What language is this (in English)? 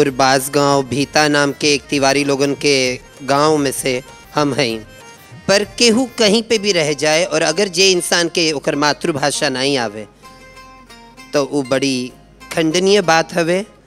Bhojpuri